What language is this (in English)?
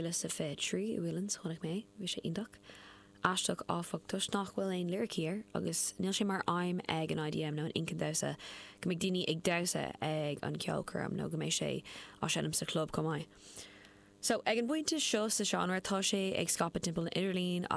Irish